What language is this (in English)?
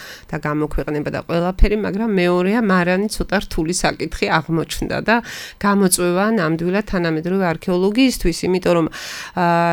Georgian